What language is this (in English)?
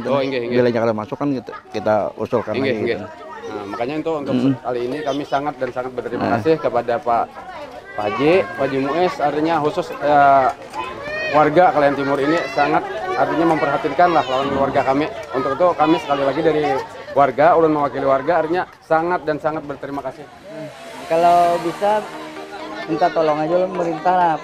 Banjar